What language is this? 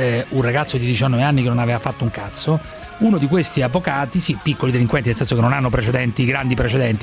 Italian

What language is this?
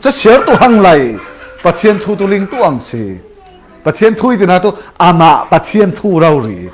Falam Chin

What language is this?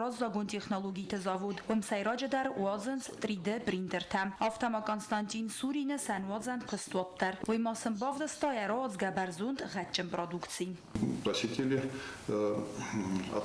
Ossetic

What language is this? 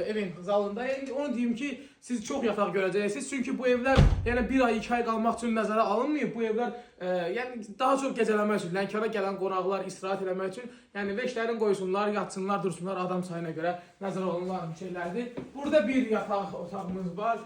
Azerbaijani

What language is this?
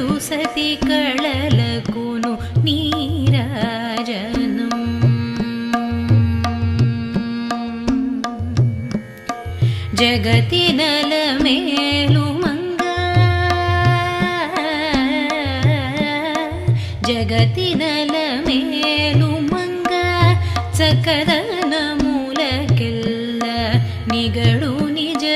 Telugu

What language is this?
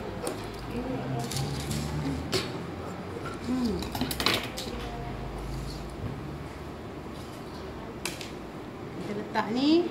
Malay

